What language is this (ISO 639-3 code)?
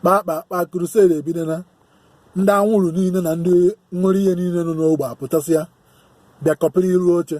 ibo